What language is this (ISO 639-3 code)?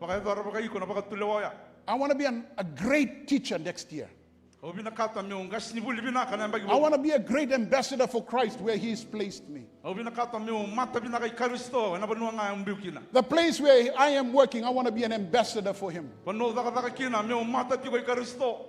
fij